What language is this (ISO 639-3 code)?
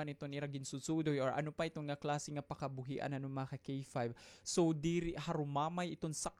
war